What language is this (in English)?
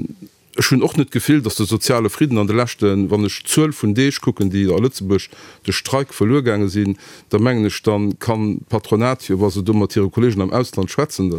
Luxembourgish